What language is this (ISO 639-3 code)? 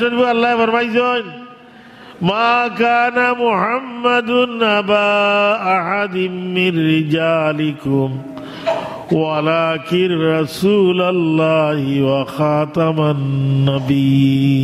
syl